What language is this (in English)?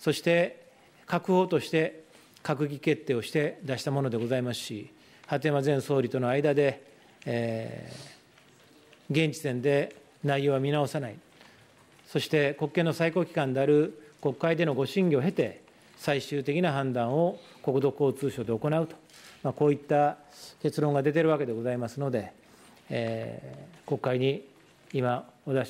Japanese